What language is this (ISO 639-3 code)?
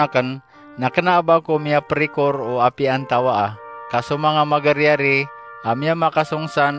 mrw